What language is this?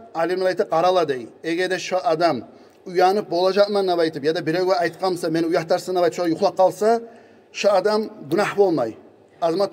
Kumyk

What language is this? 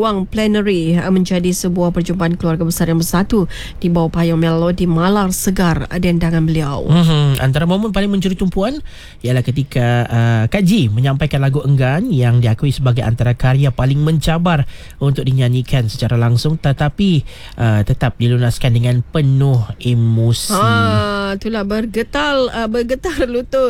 Malay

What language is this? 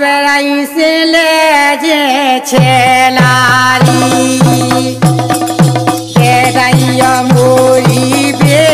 Bhojpuri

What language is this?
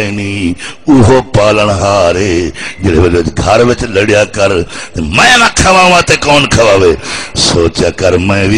Saraiki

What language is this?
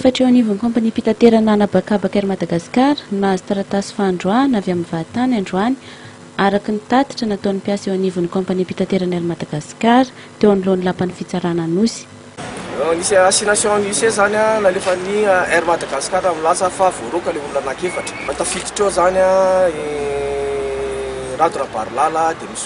Malagasy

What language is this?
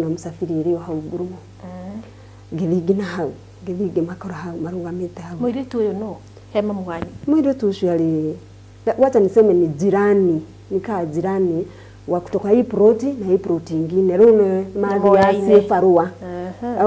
Kikuyu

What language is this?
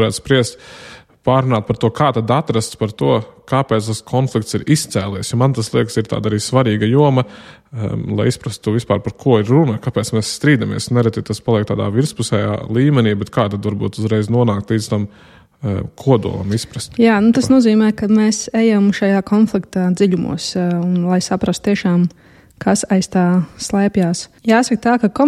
Latvian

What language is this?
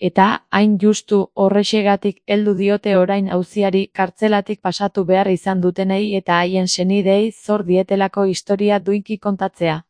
Basque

